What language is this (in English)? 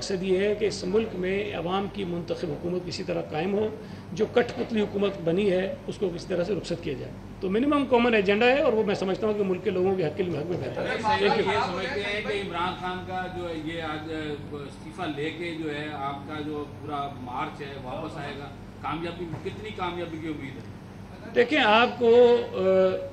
Urdu